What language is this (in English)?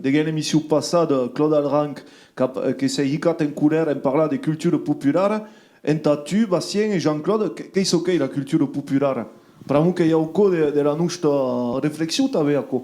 Occitan